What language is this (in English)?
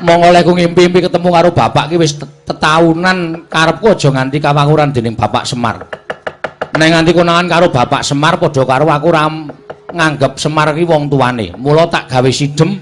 Javanese